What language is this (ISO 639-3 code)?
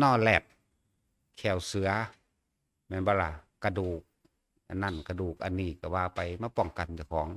tts